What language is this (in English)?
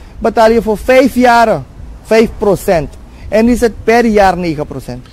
Dutch